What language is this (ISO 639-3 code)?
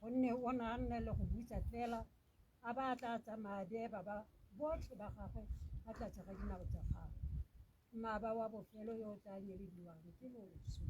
tsn